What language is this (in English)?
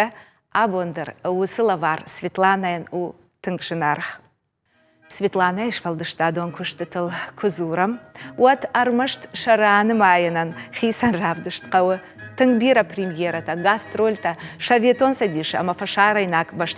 Ossetic